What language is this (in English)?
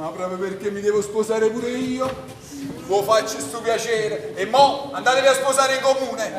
Neapolitan